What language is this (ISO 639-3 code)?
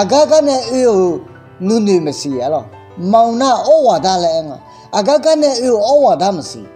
ahk